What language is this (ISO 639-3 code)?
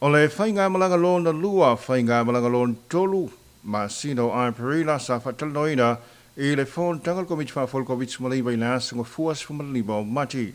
smo